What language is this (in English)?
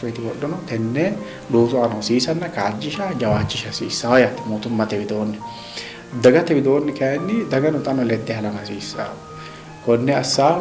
Sidamo